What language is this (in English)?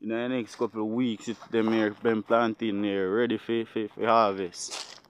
Jamaican Creole English